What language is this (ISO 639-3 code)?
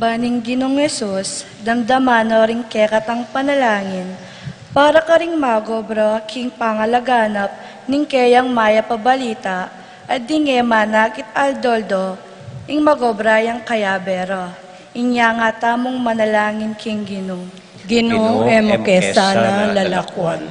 pam